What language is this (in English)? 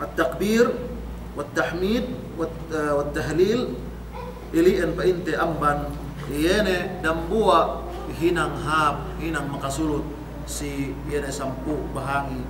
Yakan